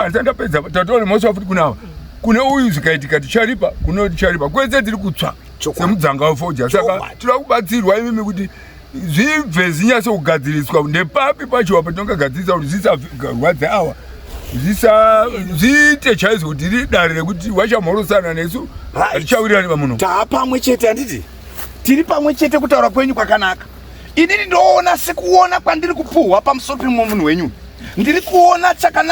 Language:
Shona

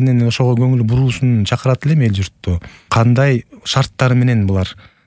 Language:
Kyrgyz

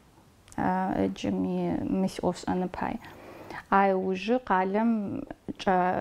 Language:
Adyghe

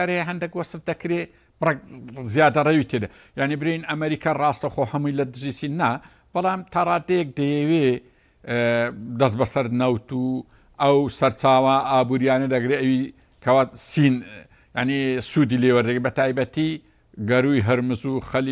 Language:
Central Kurdish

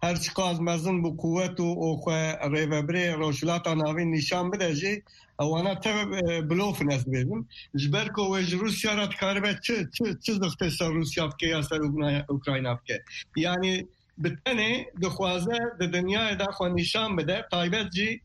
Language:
Kurdish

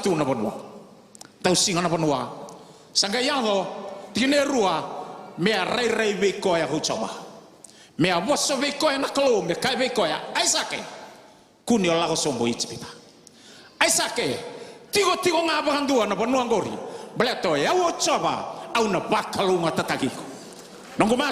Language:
Fijian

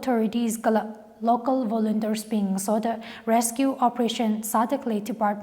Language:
Tangkhul Naga (India)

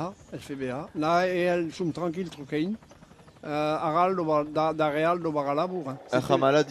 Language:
Breton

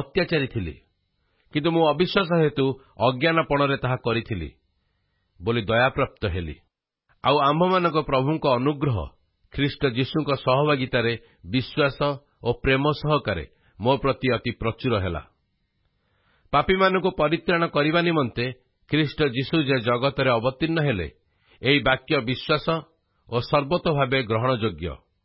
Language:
Odia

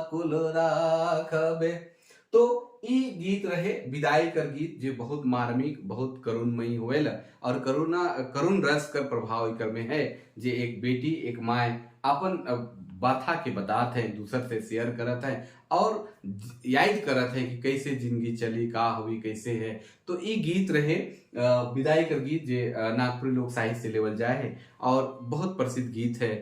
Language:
Sadri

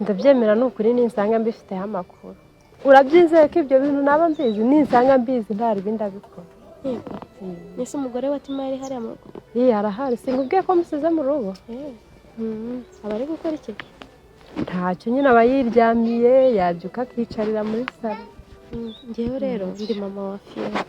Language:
Kinyarwanda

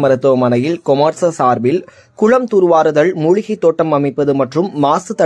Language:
Tamil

